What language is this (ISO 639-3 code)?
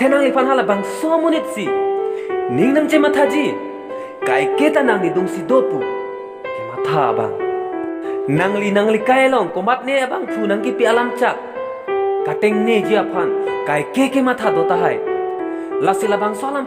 mjw